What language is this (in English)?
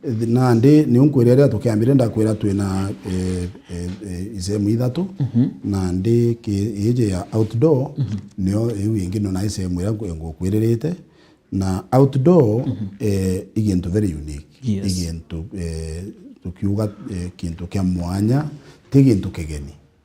Meru